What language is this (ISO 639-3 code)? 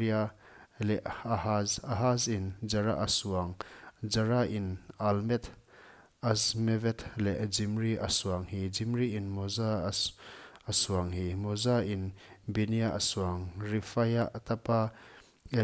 pck